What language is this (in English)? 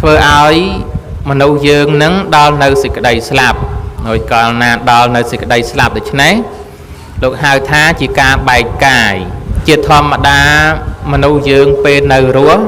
Khmer